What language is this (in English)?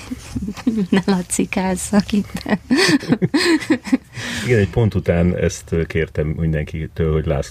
Hungarian